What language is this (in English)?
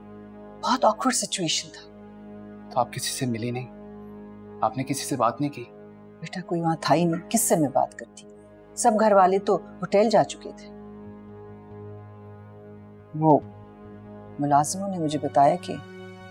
Hindi